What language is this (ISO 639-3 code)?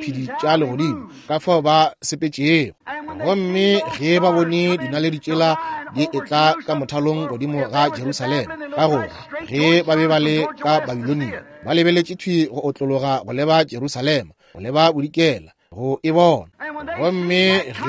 nso